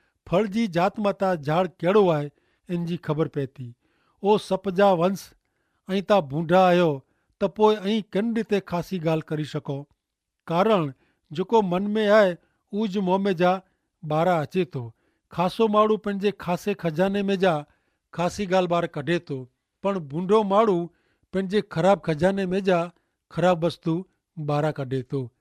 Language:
Kachhi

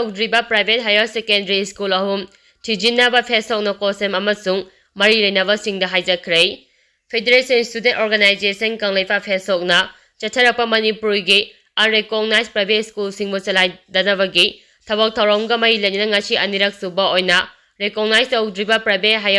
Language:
Manipuri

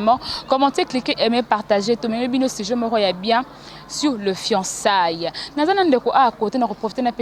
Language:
Lingala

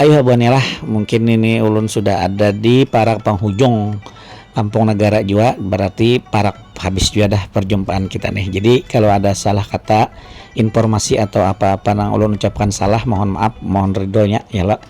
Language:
Banjar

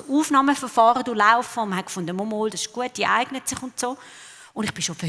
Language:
Swiss German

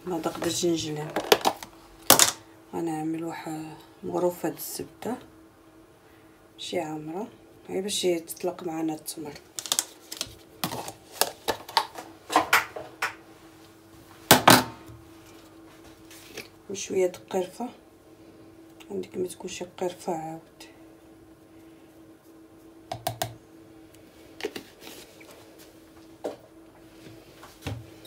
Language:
Moroccan Arabic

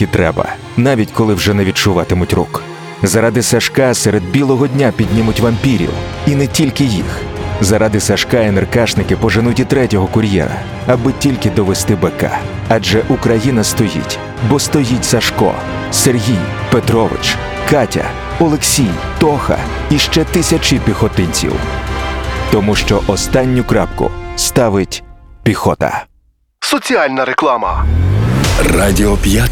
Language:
Ukrainian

